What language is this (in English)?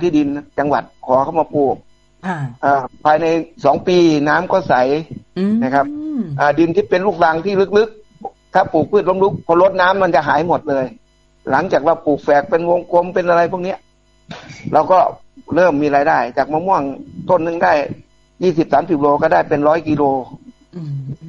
Thai